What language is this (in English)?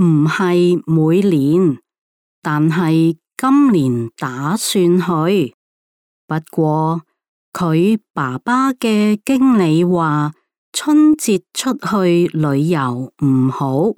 Cantonese